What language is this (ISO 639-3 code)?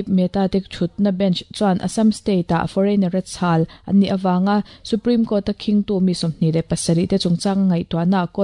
lus